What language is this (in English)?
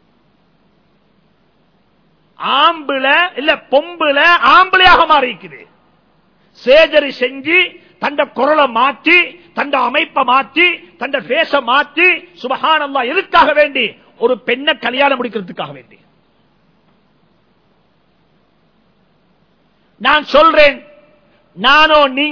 Tamil